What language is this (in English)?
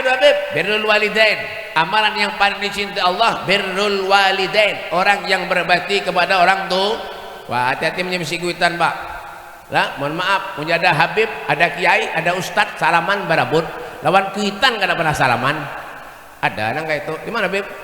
Banjar